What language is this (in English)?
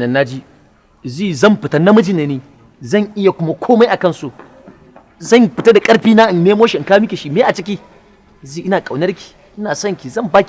Hausa